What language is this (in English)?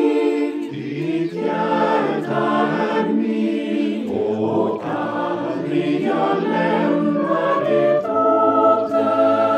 Swedish